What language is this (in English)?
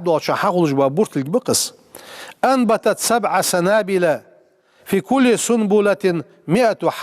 Ingush